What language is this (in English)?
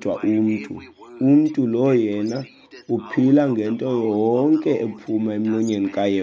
Xhosa